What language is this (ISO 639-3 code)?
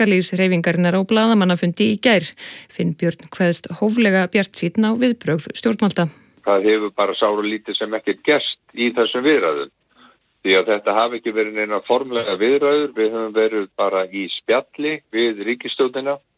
isl